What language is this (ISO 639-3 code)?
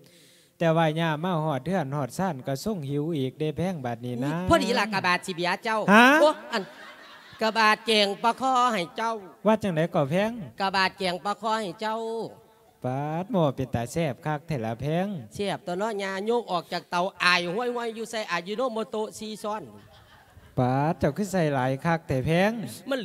lao